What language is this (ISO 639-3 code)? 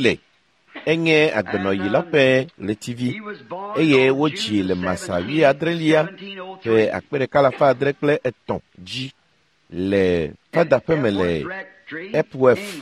ewe